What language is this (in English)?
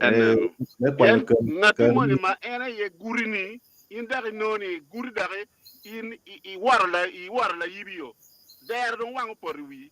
Acoli